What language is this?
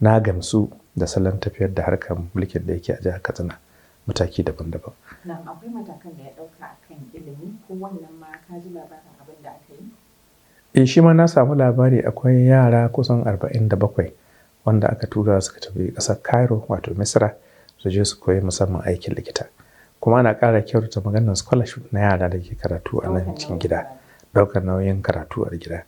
Hausa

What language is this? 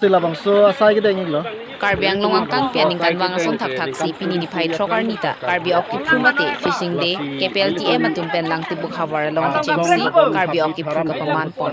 Karbi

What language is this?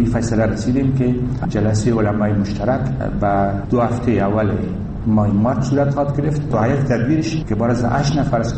Persian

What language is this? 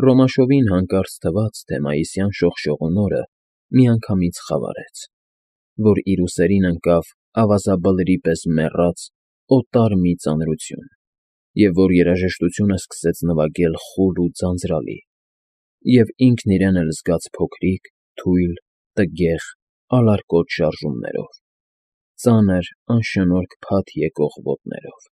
Armenian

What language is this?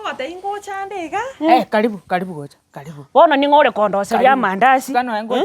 Gusii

